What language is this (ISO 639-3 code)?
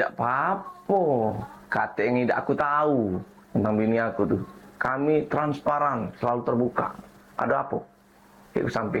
mui